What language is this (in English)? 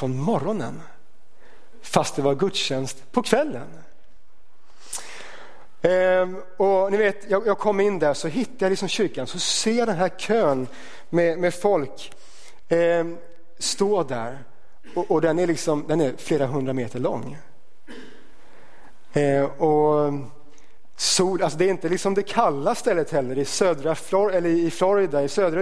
Swedish